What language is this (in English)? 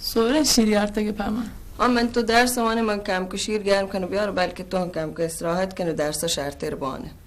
Baluchi